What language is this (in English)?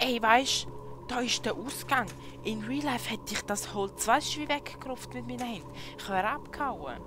Swiss German